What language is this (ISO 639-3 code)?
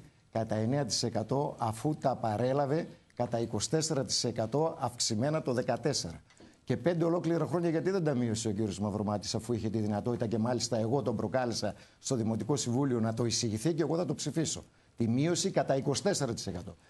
ell